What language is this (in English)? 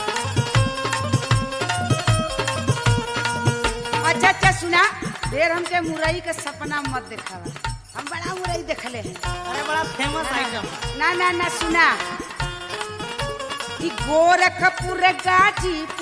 Bhojpuri